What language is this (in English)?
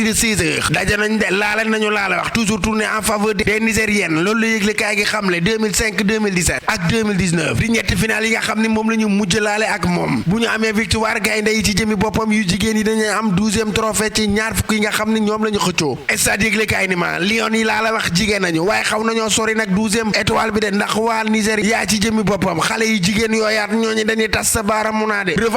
Wolof